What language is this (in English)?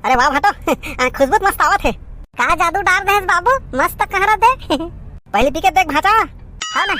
Chhattisgarhi